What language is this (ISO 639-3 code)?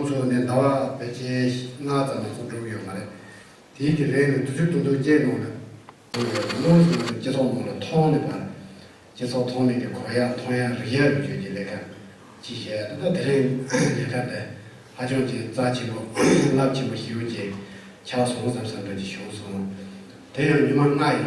bod